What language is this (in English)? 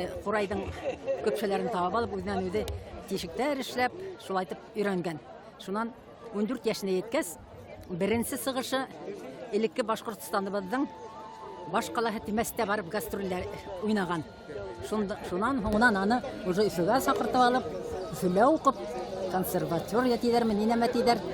Bashkir